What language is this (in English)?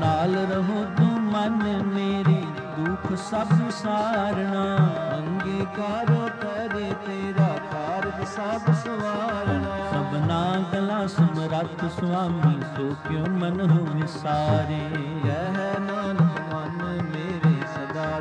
Punjabi